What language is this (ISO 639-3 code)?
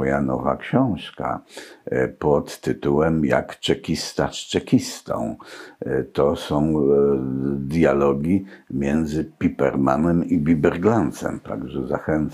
pol